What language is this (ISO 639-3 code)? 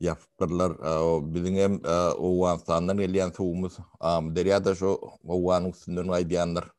tuk